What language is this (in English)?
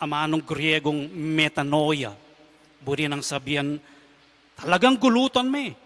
Pampanga